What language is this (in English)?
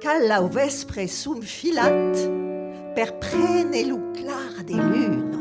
Occitan